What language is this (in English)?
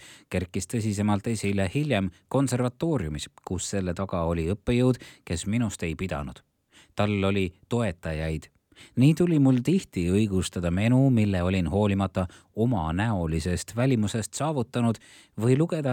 Estonian